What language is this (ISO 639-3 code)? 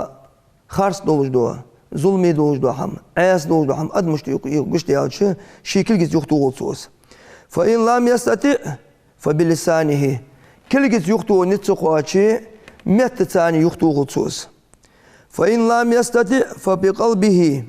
inh